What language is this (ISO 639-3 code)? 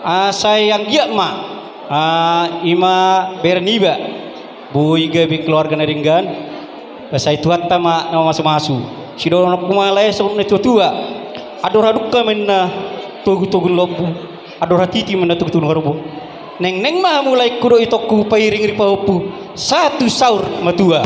bbc